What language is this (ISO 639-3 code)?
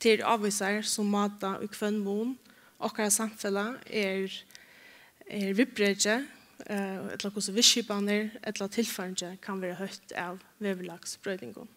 fao